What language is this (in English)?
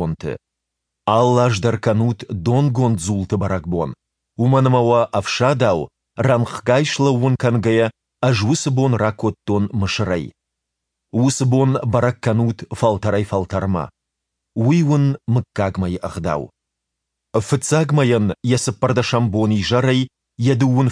Ossetic